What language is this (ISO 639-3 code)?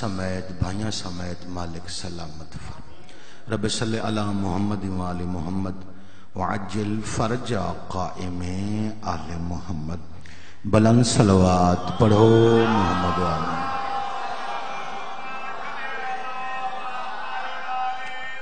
urd